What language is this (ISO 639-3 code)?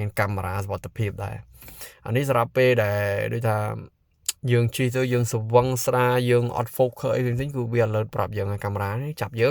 khm